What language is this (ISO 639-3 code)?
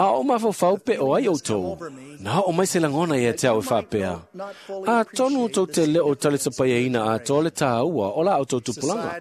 smo